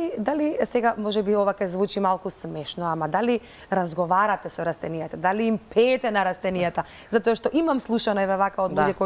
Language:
Macedonian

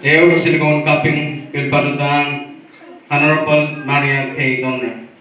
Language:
Pohnpeian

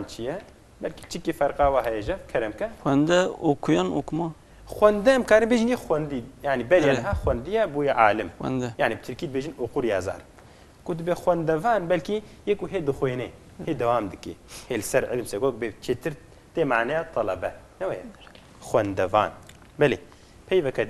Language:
Kurdish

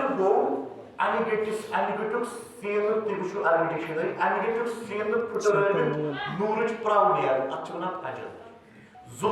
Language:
Kashmiri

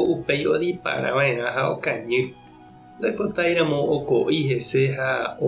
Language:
Guarani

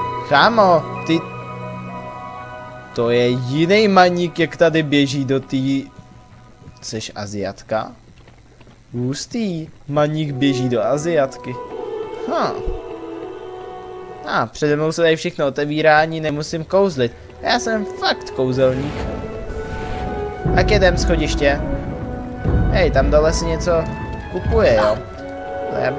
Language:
Czech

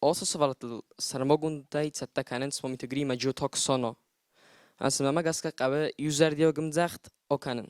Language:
Ossetic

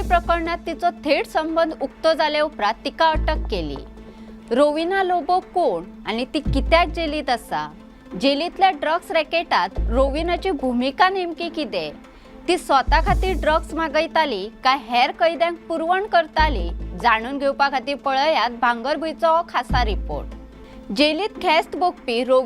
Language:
Konkani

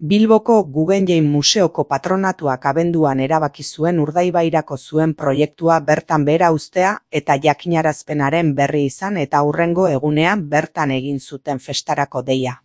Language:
Basque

